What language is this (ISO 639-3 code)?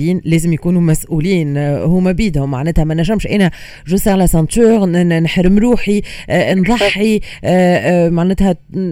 aeb